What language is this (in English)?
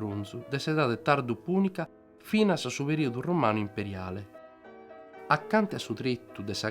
Sardinian